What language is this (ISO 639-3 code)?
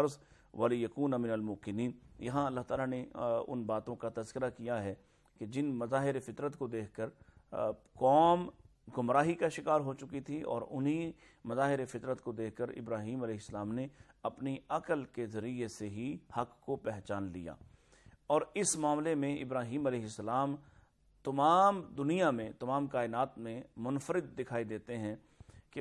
urd